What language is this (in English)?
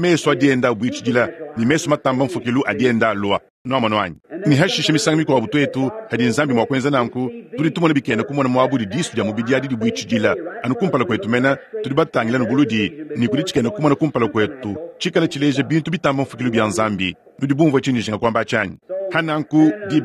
Luba-Lulua